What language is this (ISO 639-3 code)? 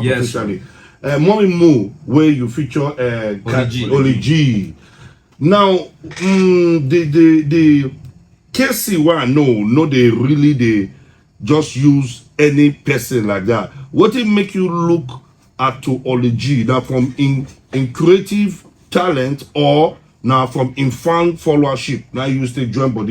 pcm